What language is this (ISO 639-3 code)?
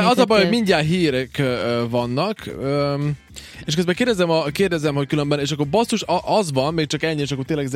hun